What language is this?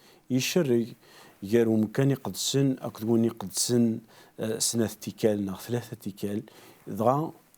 Kabyle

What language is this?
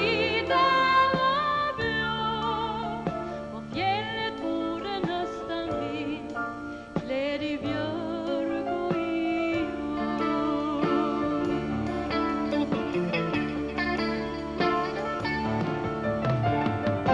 Swedish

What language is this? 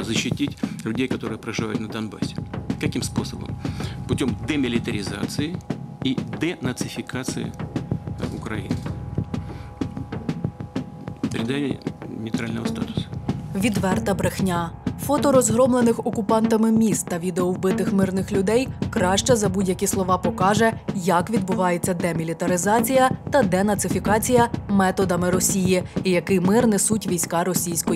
Ukrainian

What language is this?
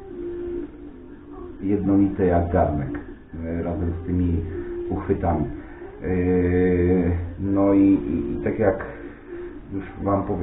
Polish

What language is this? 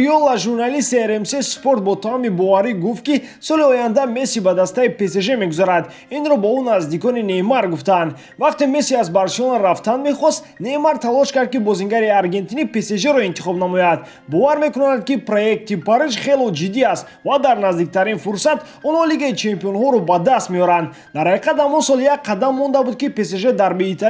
Tajik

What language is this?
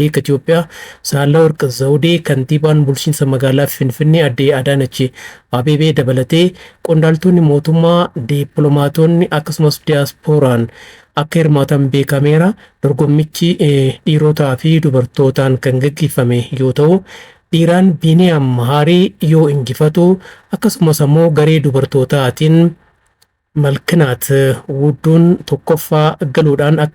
Oromo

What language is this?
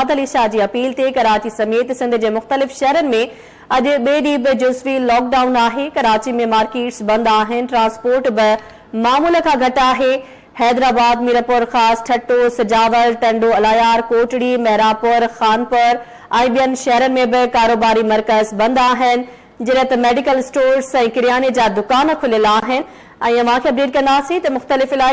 Sindhi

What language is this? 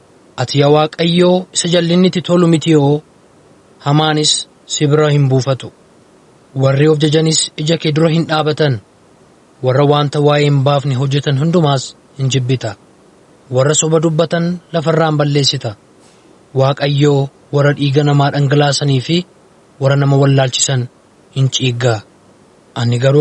Oromo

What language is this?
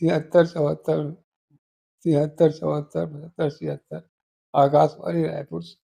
Chhattisgarhi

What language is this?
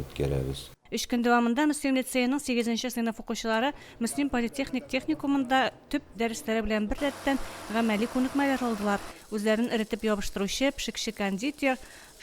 Tatar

